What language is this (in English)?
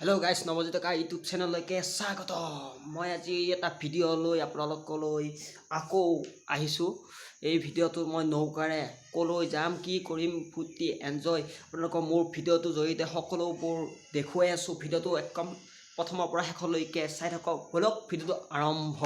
Assamese